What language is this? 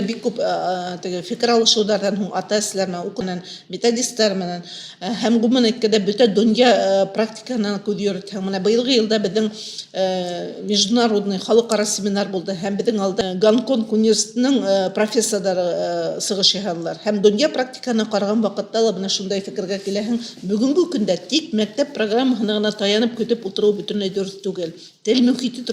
Bashkir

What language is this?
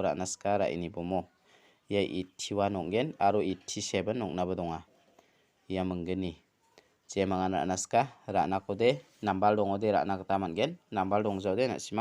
Garo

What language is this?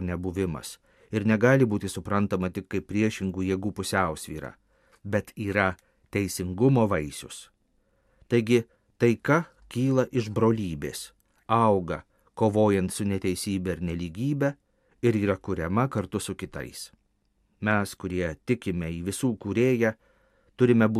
Lithuanian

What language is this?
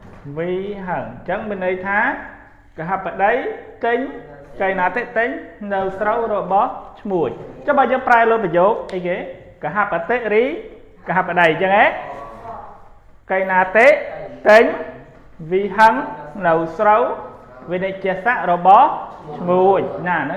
Khmer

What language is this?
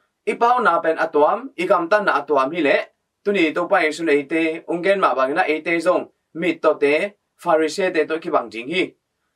Tedim Chin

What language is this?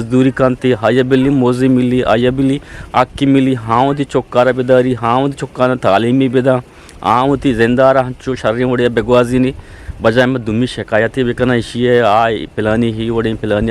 Eastern Balochi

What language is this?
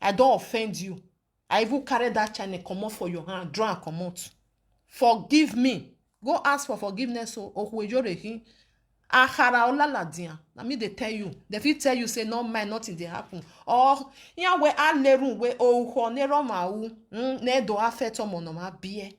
Nigerian Pidgin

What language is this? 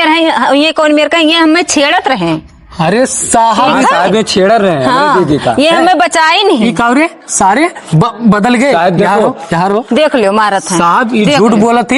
Awadhi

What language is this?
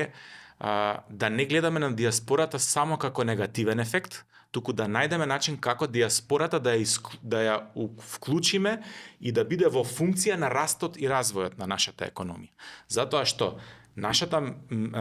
Macedonian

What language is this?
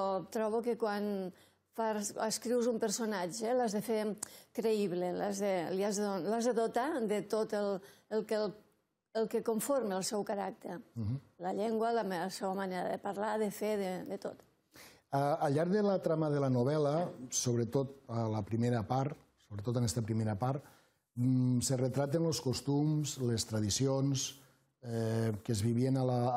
Catalan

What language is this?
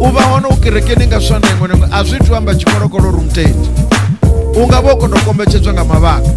Venda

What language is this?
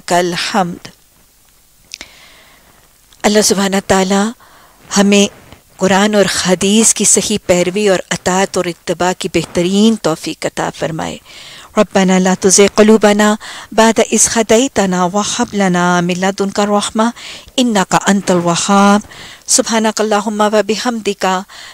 Urdu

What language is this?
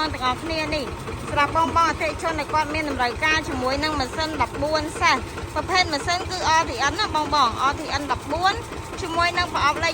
Khmer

